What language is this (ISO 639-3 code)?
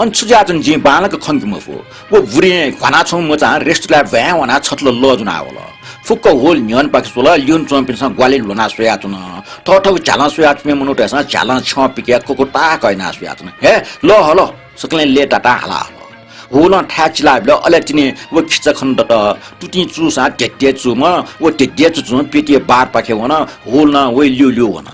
new